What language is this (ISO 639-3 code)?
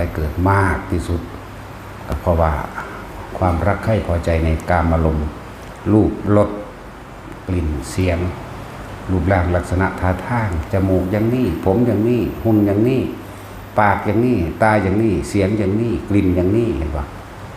tts